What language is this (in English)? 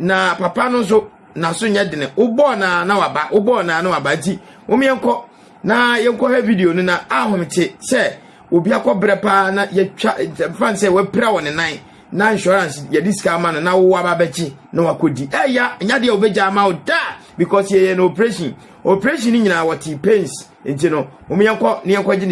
Akan